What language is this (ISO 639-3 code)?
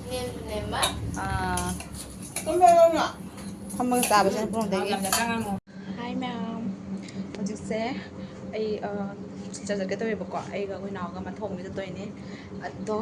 mni